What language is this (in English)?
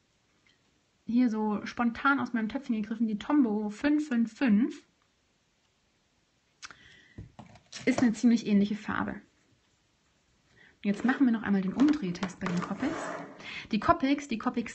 German